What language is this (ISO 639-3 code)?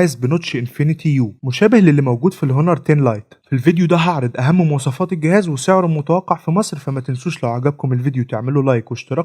arz